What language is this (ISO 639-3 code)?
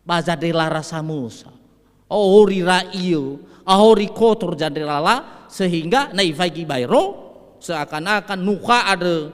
nia